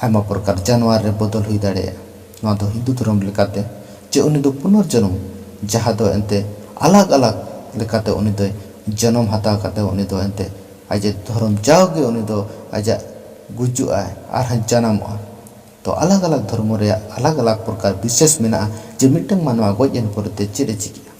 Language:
Santali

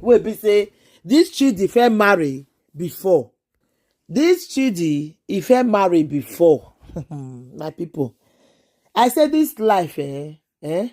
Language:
Nigerian Pidgin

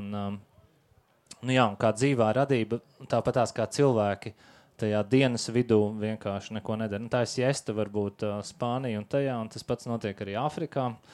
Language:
Latvian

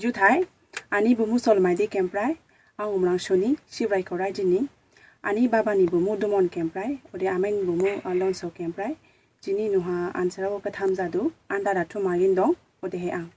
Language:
Dimasa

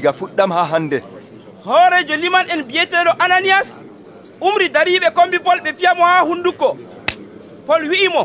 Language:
Nigerian Fulfulde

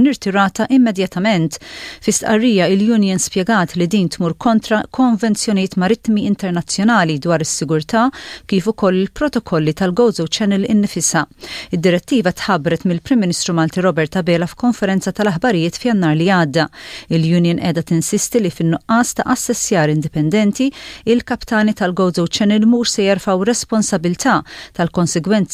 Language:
Maltese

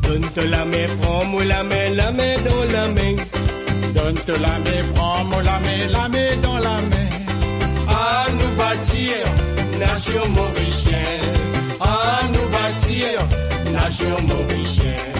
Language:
Morisyen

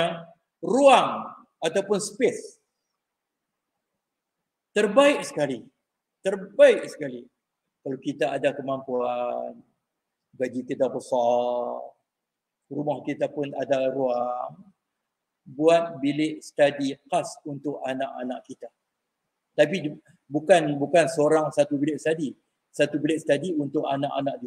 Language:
Malay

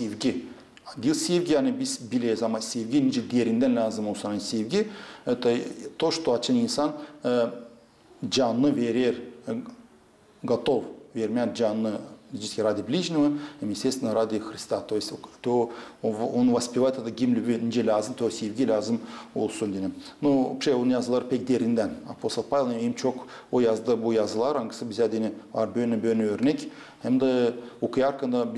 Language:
Gagauz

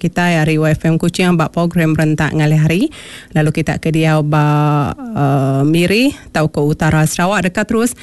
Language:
Iban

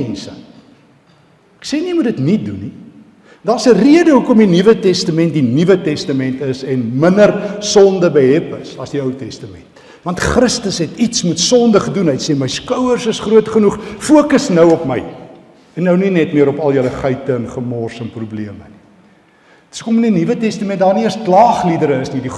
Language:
Afrikaans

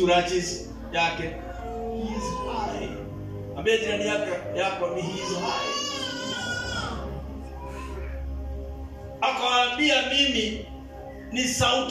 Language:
Swahili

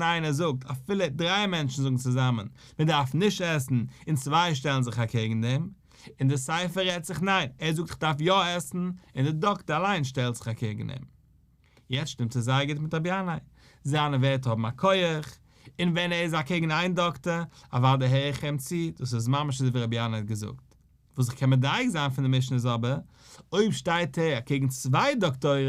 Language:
Yiddish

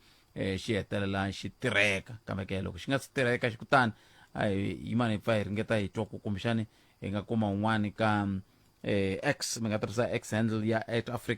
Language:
Tsonga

